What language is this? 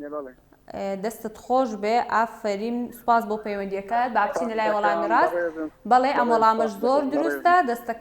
Central Kurdish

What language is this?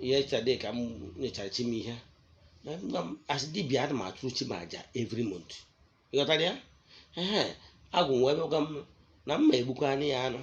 Igbo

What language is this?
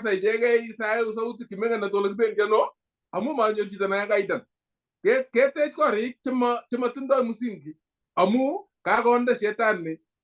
Kalenjin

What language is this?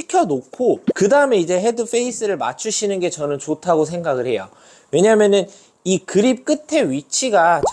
Korean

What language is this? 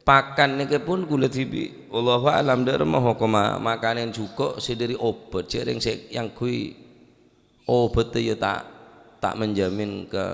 Madurese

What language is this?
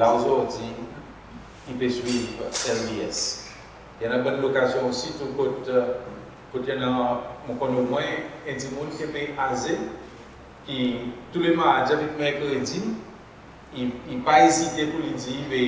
Seselwa Creole French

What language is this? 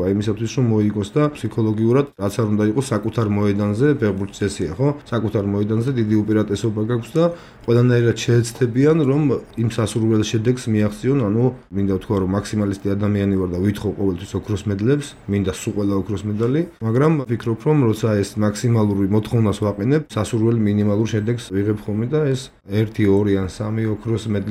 Georgian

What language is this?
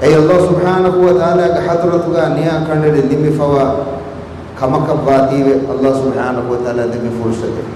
Divehi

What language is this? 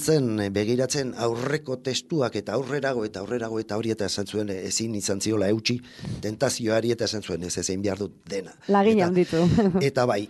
Basque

